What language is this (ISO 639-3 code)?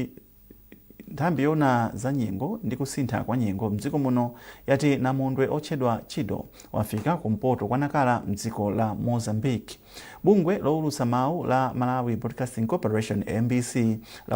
nya